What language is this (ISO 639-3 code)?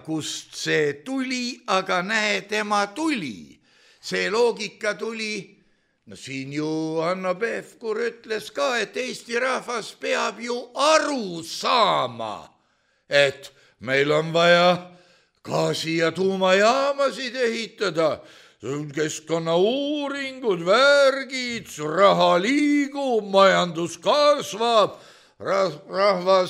est